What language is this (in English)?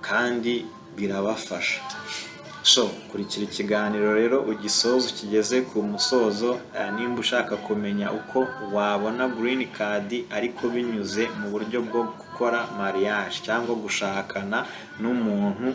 Kinyarwanda